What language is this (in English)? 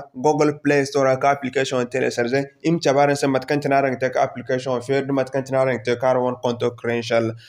Zarma